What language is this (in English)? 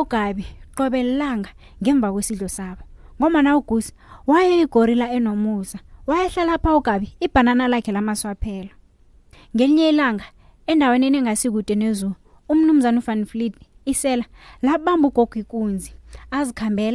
South Ndebele